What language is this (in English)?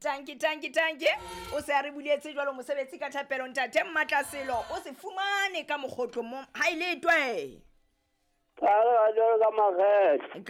Southern Sotho